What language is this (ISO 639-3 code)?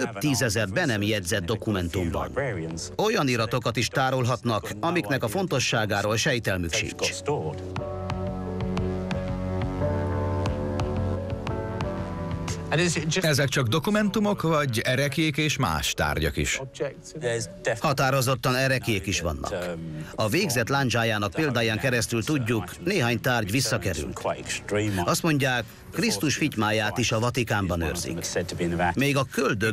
hun